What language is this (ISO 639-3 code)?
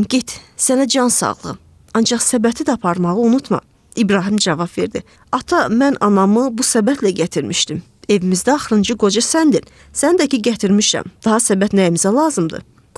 aze